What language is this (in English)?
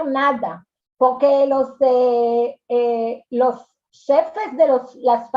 Ladino